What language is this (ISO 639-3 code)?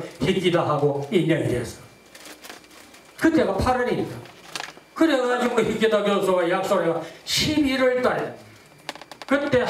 kor